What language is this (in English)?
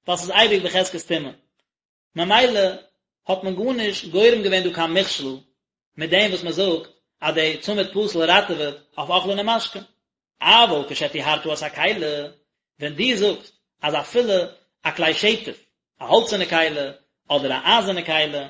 Yiddish